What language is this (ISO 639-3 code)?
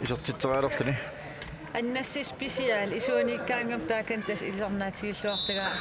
kal